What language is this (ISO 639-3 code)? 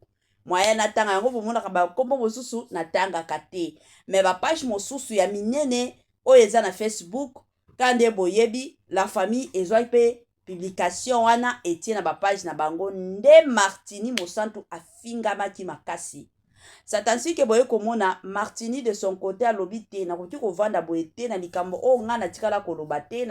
lin